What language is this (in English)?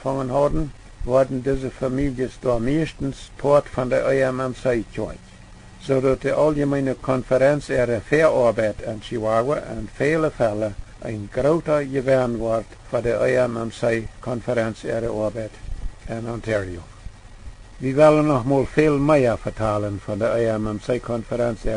Plautdietsch